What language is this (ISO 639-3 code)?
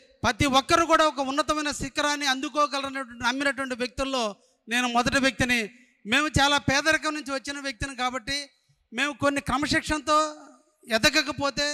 tel